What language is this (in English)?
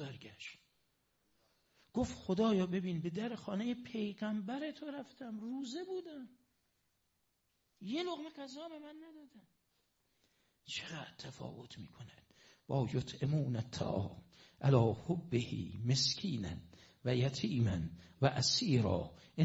Persian